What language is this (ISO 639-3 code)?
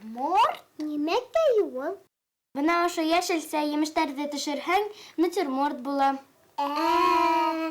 bak